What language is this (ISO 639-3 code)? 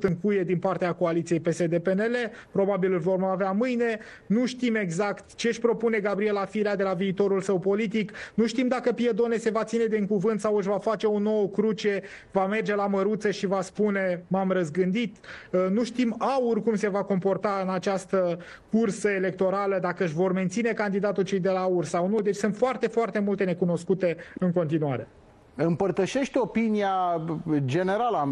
ron